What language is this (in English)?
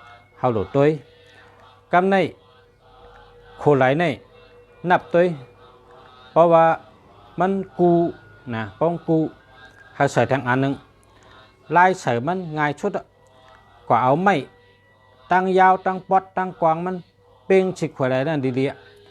Shan